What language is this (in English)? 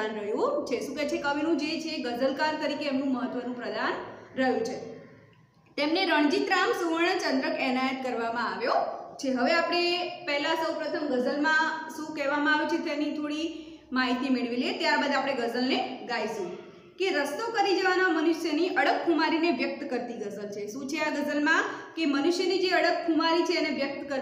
Gujarati